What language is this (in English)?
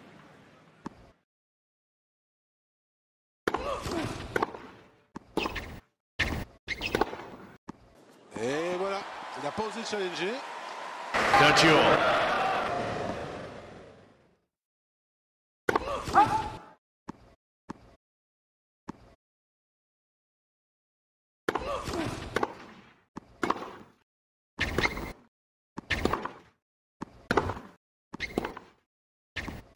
French